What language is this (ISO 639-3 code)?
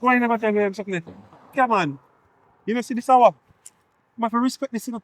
jam